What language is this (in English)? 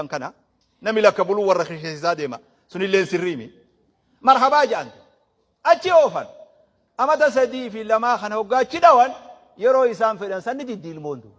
Oromo